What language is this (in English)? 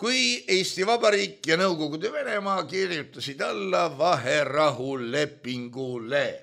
Estonian